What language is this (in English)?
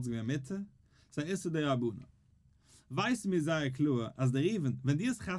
Yiddish